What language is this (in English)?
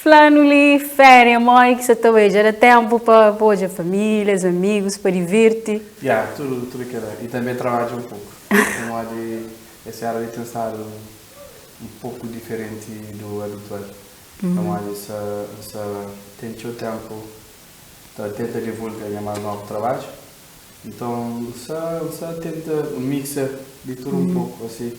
Kabuverdianu